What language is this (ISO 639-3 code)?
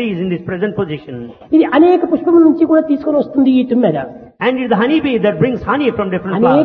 tel